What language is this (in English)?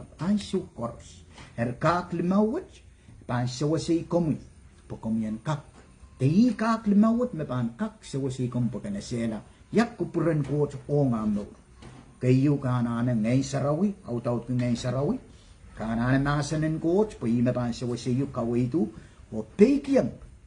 Pohnpeian